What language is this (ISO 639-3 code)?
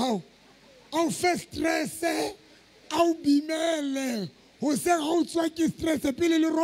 sot